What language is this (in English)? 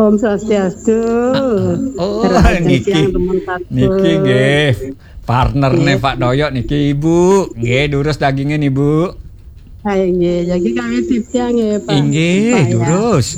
Balinese